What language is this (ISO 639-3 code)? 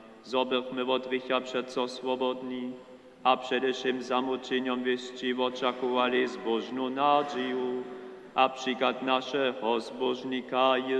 hsb